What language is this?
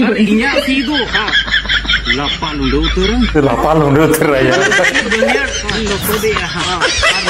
Santali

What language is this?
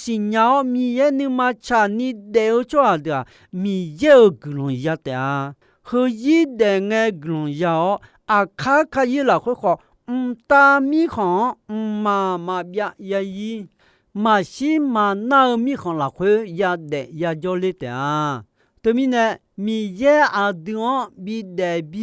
Akha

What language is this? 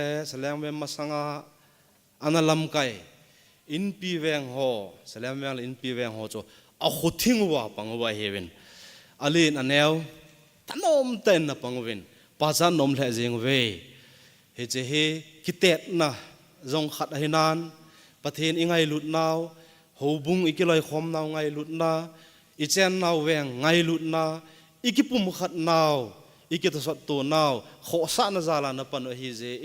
Thado Chin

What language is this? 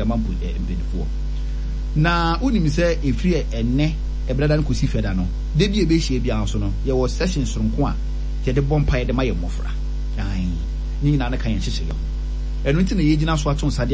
Akan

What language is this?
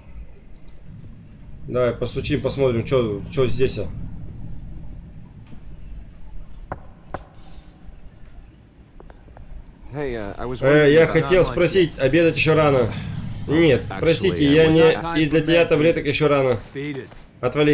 Russian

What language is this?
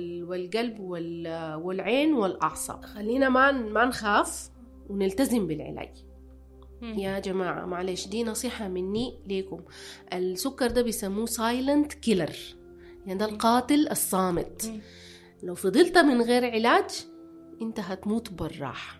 Sudanese Arabic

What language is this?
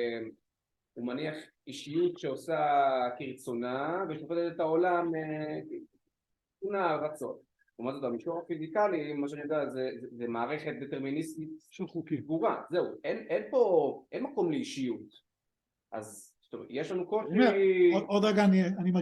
Hebrew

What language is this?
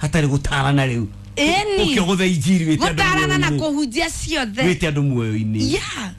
Kikuyu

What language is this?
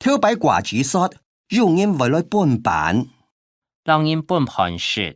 Hakka Chinese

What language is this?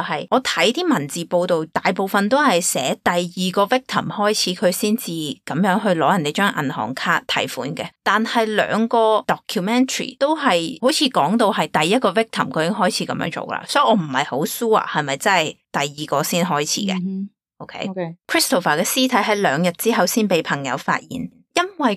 Cantonese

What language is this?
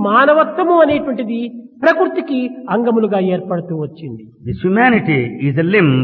Telugu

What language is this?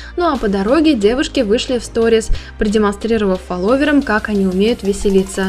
Russian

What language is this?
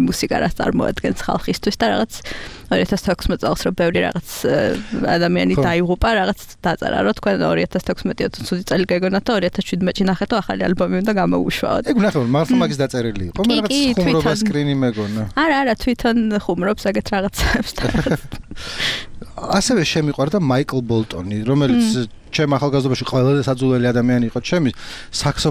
Georgian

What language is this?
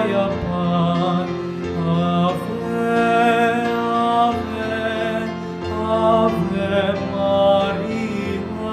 Pampanga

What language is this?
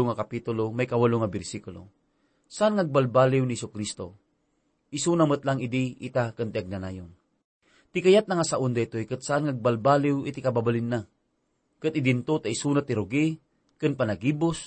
Iloko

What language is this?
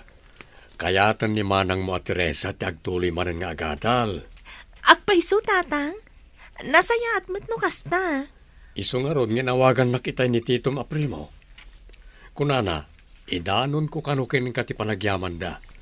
Iloko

